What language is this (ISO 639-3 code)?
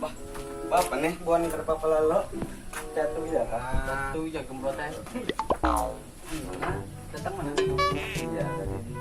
bjn